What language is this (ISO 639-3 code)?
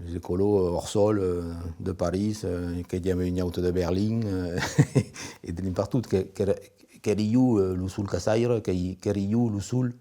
oci